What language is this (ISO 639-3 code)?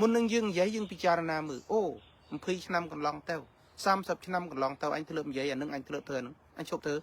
khm